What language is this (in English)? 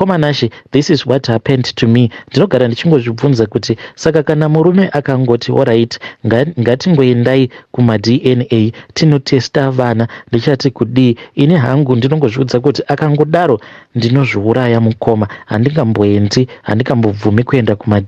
Shona